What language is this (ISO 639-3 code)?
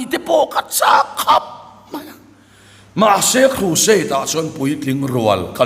lus